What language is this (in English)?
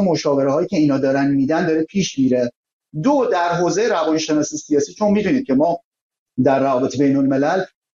Persian